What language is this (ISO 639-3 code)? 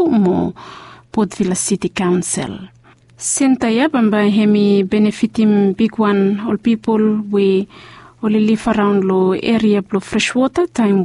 bis